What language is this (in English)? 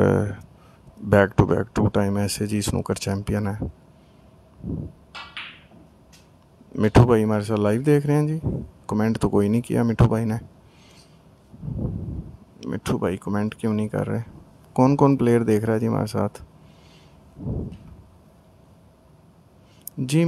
Hindi